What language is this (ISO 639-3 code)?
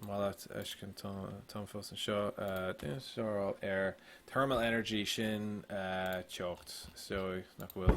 gle